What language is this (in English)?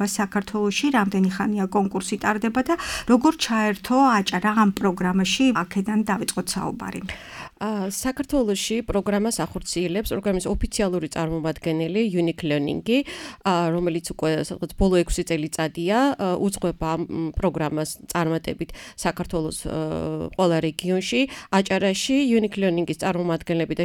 Georgian